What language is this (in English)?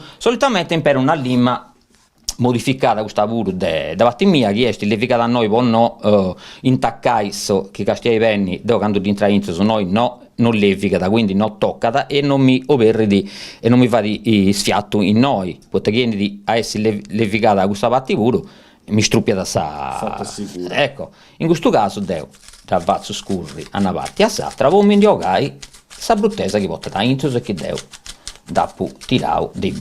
Sardinian